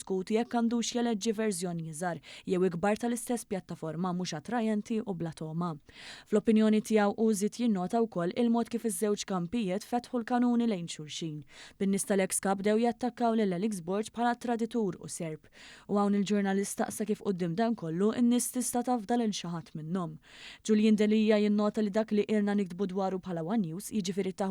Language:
Maltese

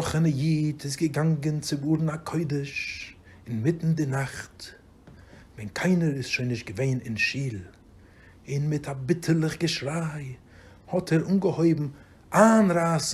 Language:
Yiddish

